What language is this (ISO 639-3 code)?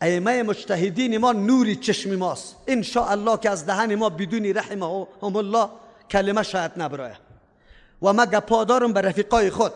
fas